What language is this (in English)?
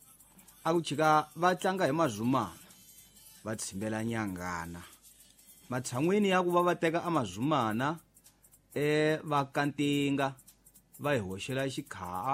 Tsonga